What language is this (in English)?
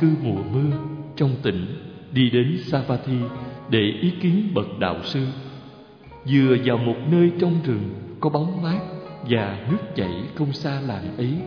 Vietnamese